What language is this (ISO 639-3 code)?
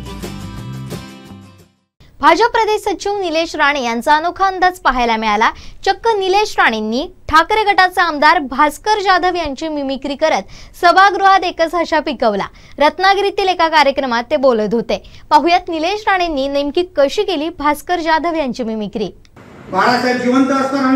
mar